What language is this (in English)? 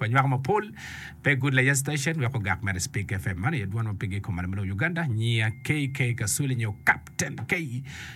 Acoli